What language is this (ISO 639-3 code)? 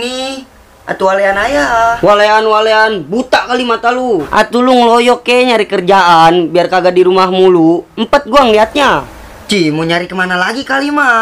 bew